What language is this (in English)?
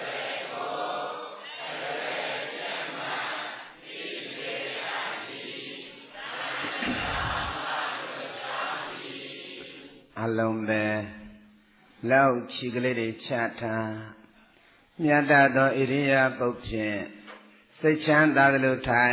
Burmese